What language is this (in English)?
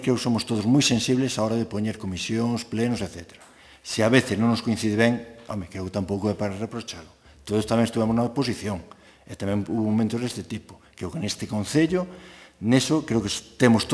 Galician